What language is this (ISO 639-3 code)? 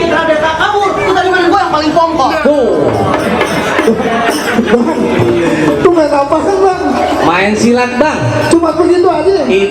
bew